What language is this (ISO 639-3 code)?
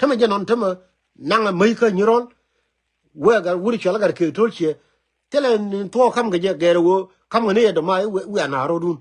nus